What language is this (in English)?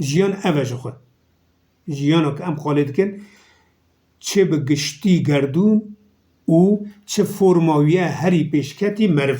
Kurdish